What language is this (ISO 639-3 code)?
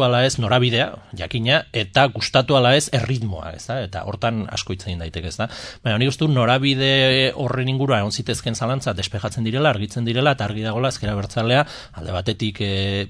eus